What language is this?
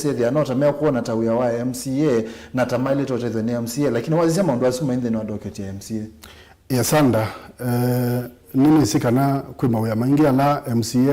Kamba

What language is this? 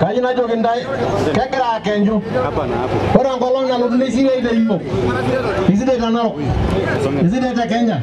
Masai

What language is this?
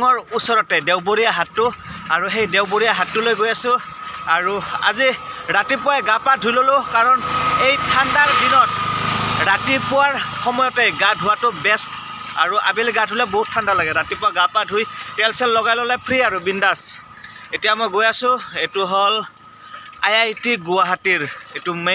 Assamese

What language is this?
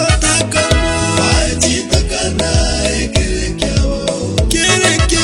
Gusii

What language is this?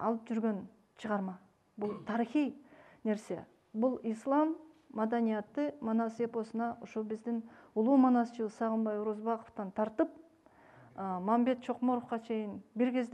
Kyrgyz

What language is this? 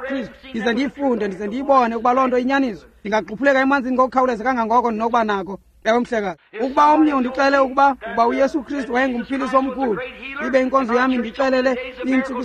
Xhosa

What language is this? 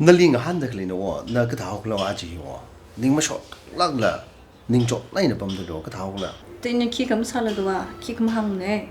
Tangkhul Naga (India)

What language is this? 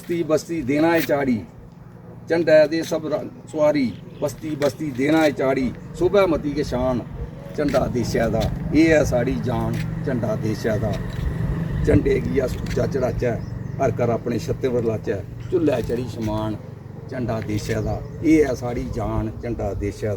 Dogri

